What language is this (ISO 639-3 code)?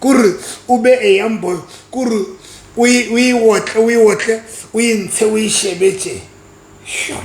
sot